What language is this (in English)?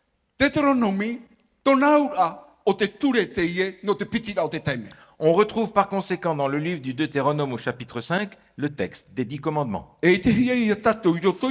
Tahitian